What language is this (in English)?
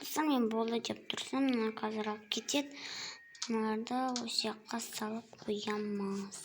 Kazakh